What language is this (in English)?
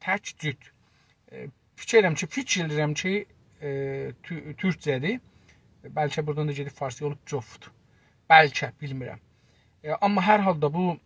South Azerbaijani